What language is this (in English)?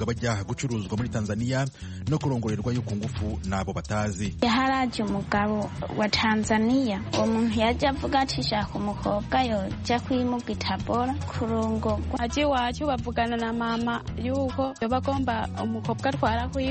Kinyarwanda